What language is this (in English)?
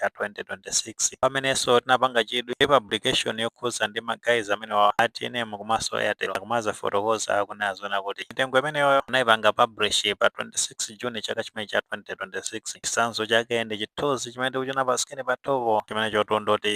Nyanja